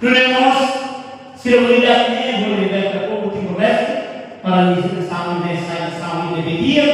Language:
Tetum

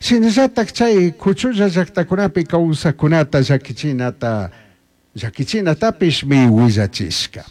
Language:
Chimborazo Highland Quichua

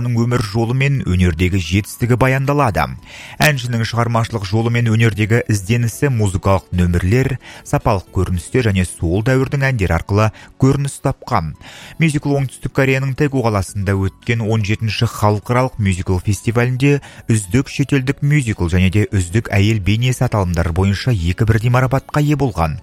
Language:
Kazakh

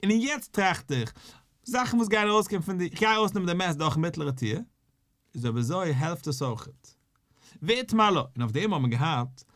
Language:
Yiddish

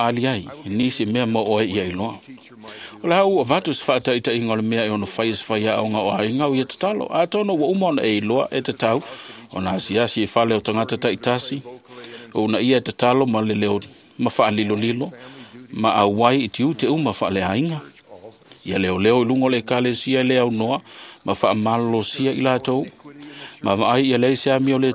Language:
Samoan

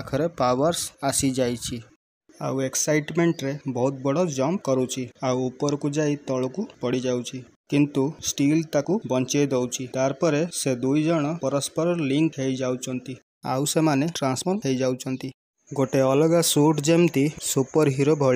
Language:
Odia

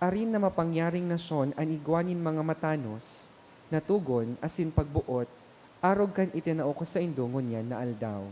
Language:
Bikol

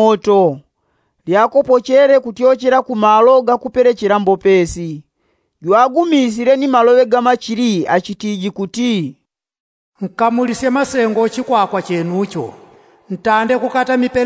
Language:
Yao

